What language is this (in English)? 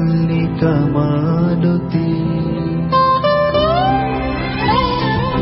Bangla